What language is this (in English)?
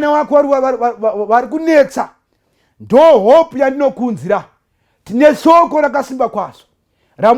Shona